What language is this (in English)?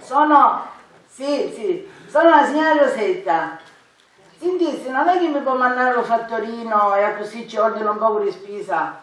Sicilian